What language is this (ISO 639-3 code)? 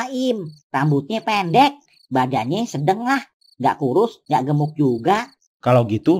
bew